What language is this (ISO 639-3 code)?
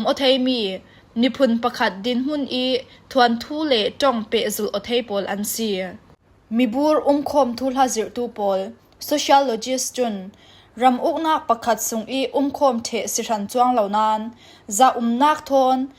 cfm